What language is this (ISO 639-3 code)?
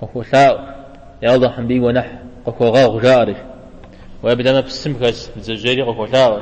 kbd